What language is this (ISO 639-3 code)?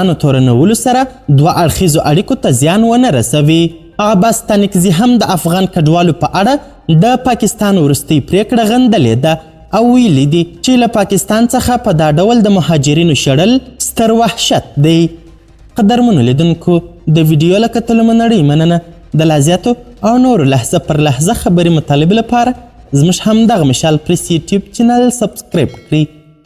pus